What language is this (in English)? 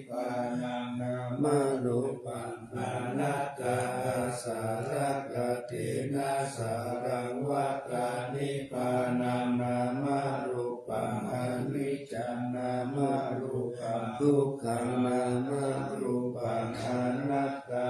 Pali